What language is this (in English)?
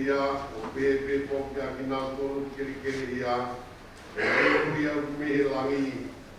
Tongan